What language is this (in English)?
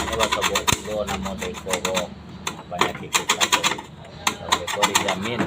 Minangkabau